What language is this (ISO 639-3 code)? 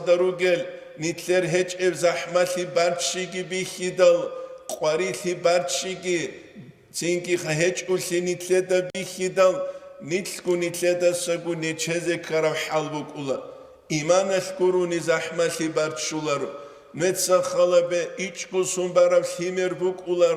ava